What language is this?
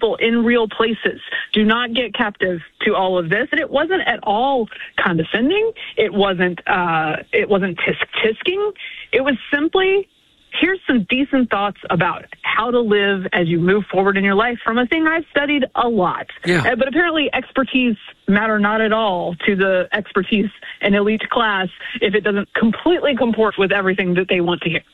English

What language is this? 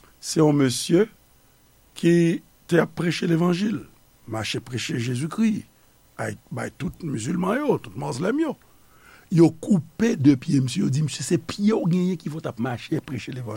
Haitian Creole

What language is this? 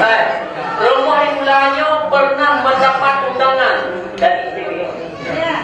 Achinese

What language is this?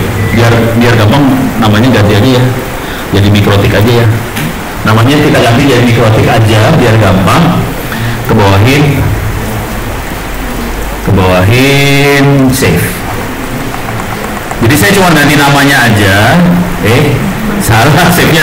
Indonesian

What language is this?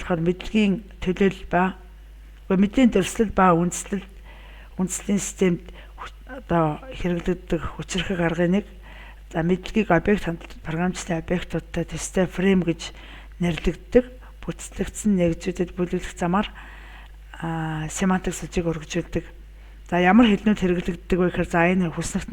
Mongolian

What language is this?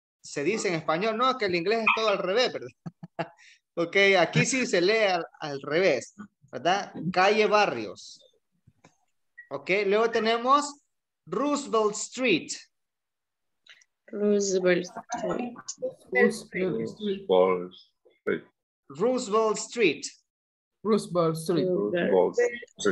Spanish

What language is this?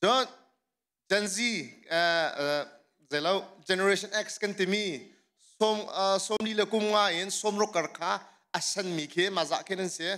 Hakha Chin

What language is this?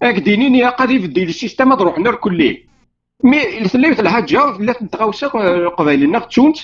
Kabyle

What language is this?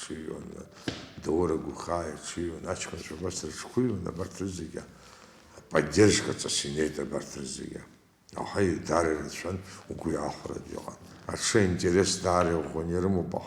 Abkhazian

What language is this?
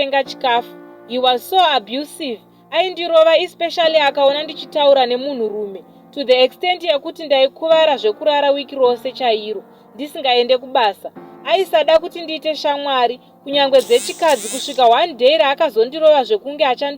Shona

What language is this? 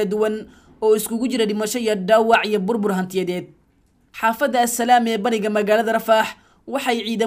Somali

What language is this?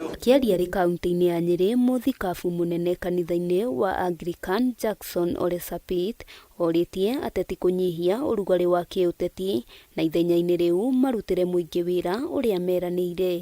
Kikuyu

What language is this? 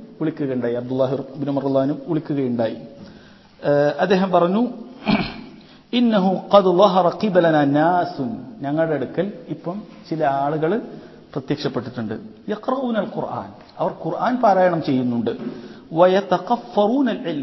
Malayalam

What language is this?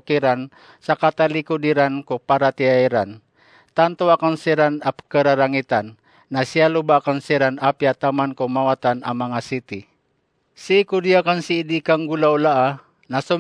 Maranao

